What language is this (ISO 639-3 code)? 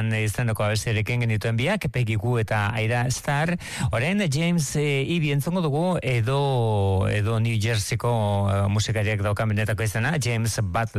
eus